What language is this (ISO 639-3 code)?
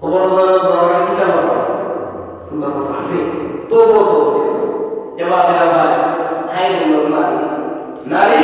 syl